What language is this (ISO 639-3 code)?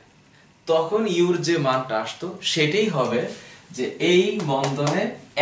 ben